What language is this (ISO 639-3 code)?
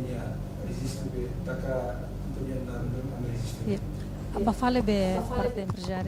tet